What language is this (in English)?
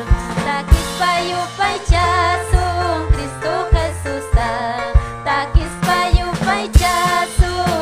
Ayacucho Quechua